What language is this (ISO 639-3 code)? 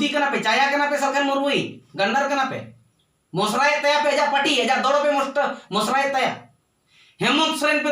sat